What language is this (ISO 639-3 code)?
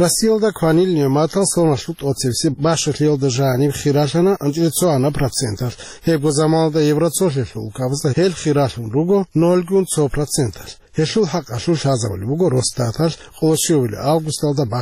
ava